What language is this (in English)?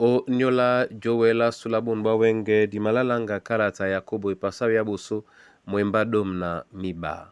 Duala